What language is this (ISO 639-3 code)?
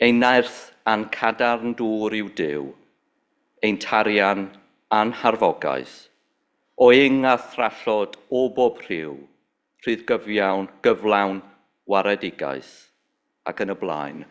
cym